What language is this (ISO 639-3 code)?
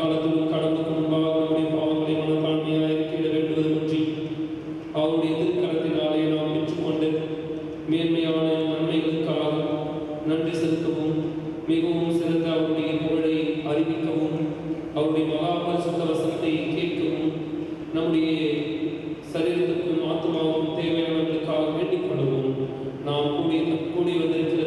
tam